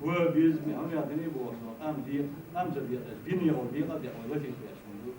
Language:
Chechen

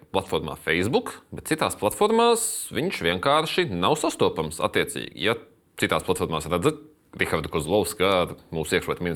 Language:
Latvian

